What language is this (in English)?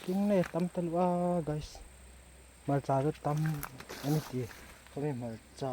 Hmar